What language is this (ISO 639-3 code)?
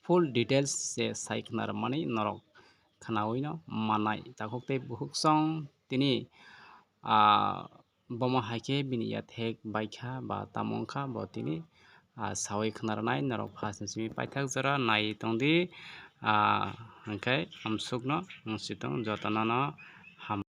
trp